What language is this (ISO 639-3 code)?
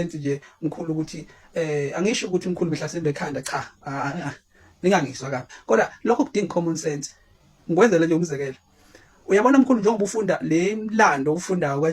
zul